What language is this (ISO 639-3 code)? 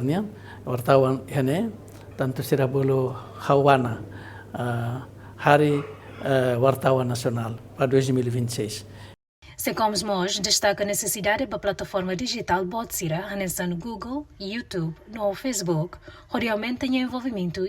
tet